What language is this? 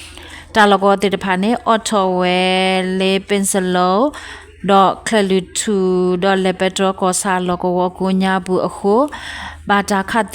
S'gaw Karen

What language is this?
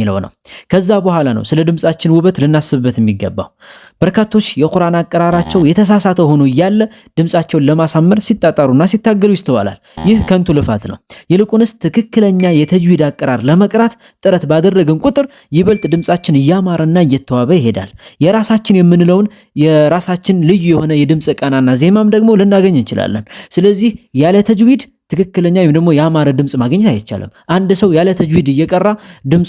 Amharic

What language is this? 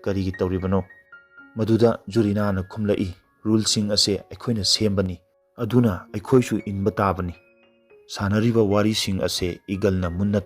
Manipuri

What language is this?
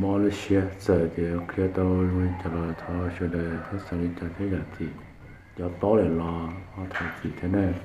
Hmong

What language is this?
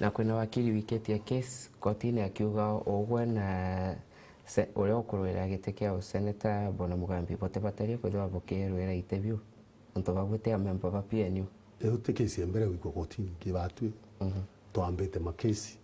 Meru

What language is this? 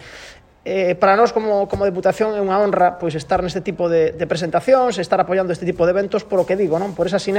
Galician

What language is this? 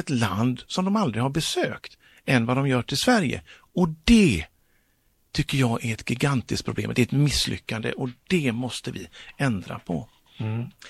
Swedish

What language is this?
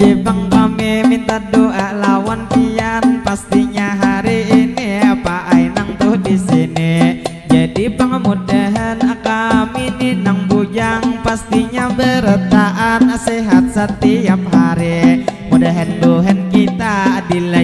Banjar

